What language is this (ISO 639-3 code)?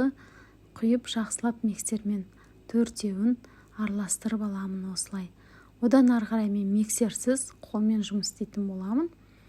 kaz